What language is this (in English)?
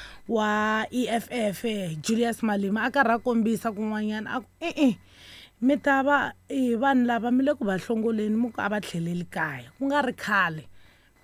Tsonga